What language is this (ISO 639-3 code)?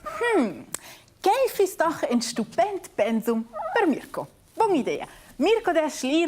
roh